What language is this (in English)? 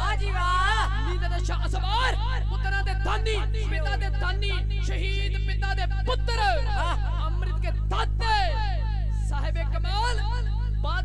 Punjabi